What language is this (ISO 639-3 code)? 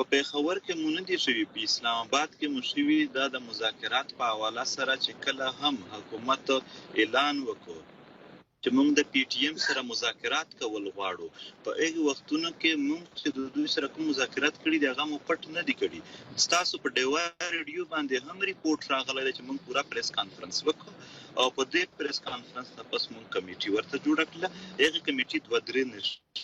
pus